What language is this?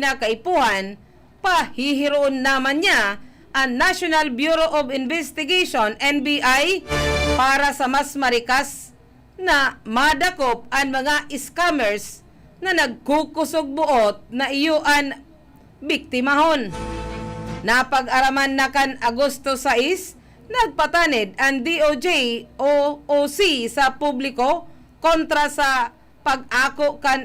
Bikol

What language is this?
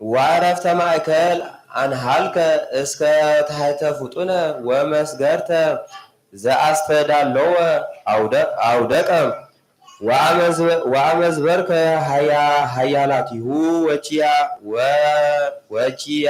Geez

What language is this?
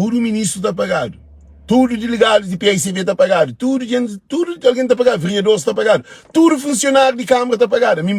Kabuverdianu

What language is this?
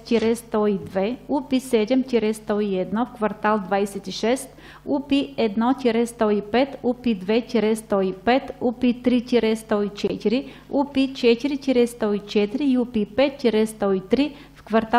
Bulgarian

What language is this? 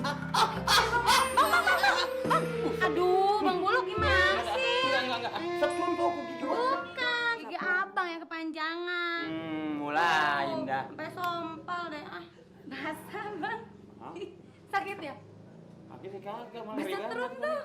Betawi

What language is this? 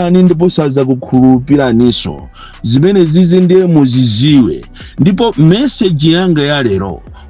Nyanja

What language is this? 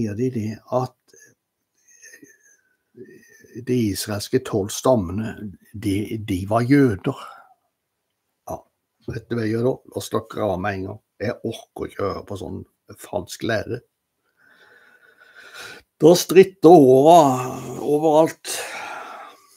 Norwegian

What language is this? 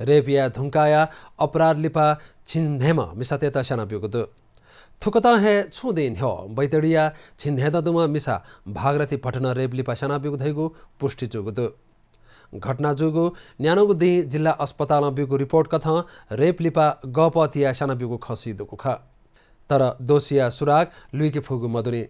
Newari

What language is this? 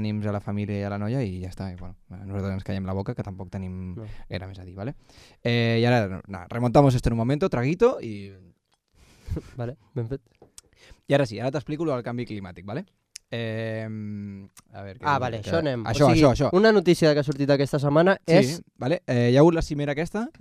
Catalan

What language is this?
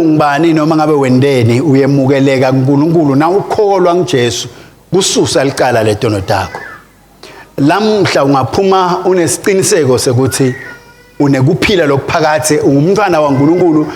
Swati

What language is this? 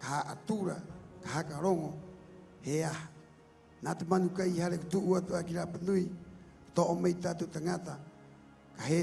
Rapanui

